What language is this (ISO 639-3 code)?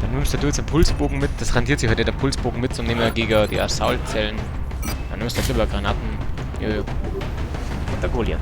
bar